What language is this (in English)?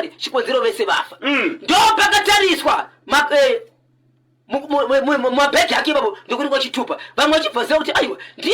Shona